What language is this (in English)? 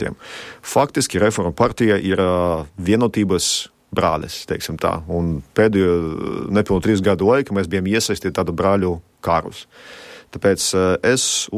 Latvian